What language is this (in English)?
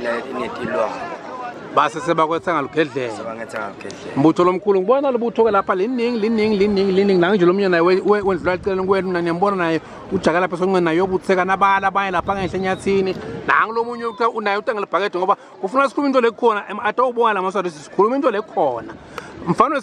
Swati